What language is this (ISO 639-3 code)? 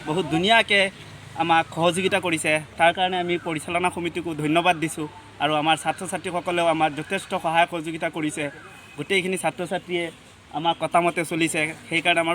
asm